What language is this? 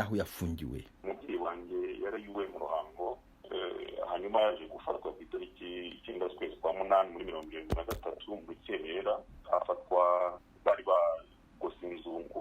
Kinyarwanda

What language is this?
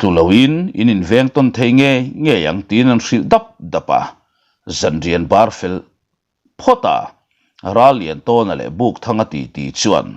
Mizo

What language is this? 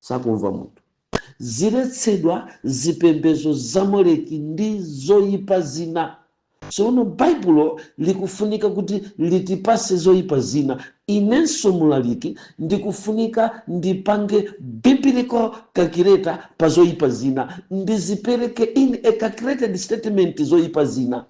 Nyanja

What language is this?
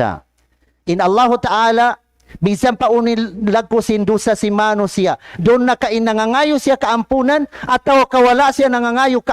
Tausug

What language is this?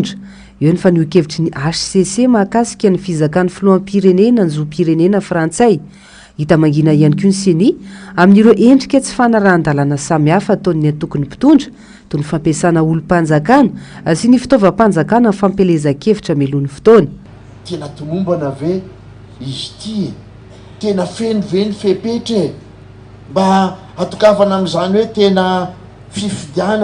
Malagasy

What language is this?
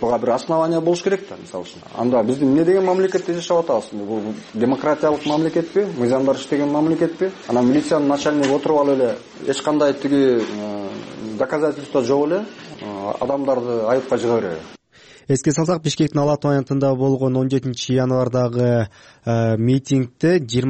Kyrgyz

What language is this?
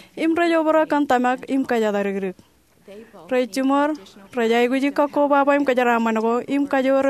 Marshallese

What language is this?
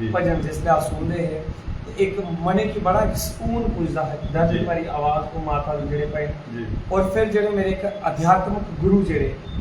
Dogri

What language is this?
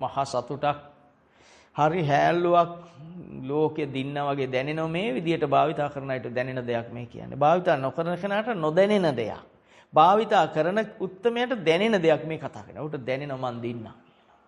Sinhala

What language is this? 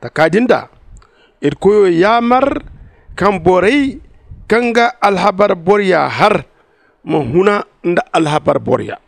Zarma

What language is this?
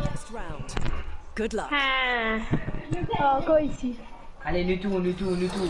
Morisyen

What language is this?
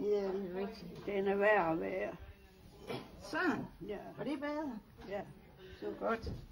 Danish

